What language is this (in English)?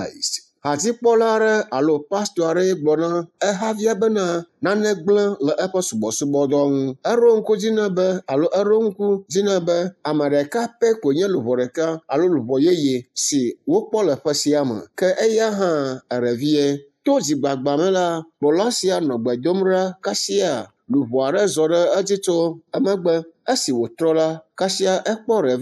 Ewe